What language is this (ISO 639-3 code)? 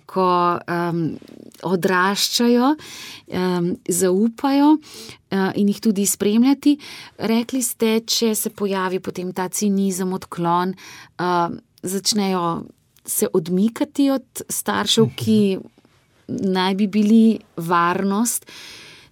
slv